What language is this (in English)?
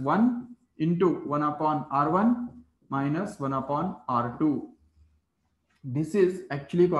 English